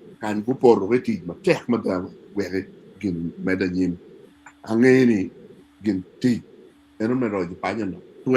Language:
Acoli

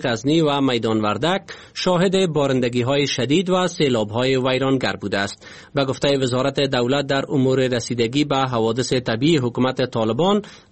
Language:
Persian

